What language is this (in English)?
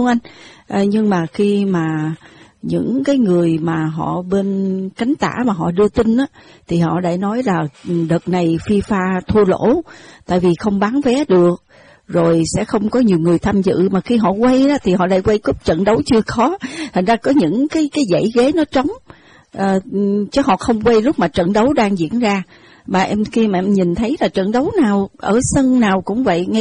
Vietnamese